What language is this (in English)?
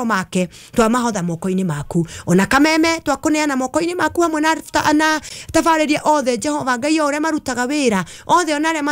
Kikuyu